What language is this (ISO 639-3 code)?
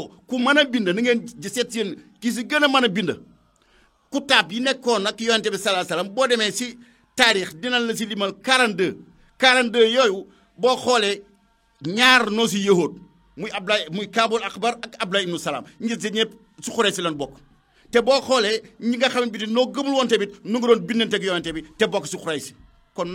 wol